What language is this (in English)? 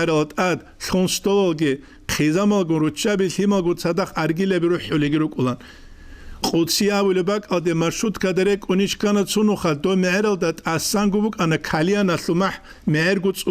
Avaric